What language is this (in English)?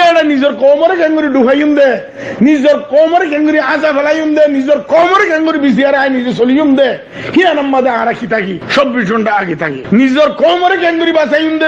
Rohingya